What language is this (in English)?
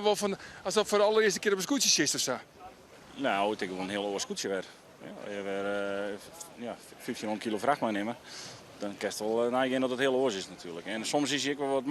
Western Frisian